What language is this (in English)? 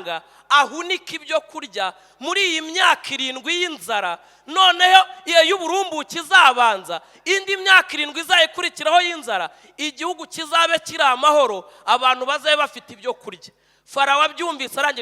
Kinyarwanda